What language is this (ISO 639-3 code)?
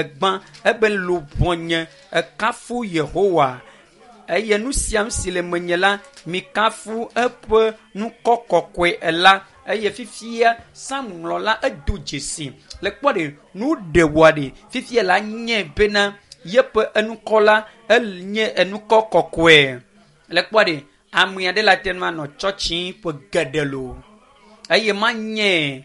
ewe